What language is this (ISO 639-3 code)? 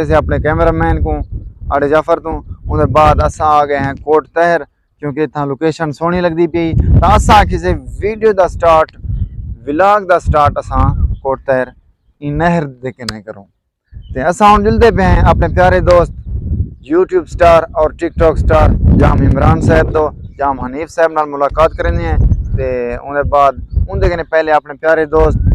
skr